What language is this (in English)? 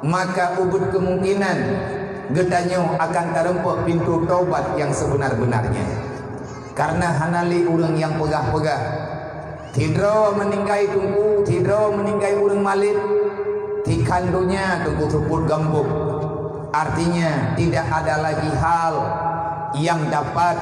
Achinese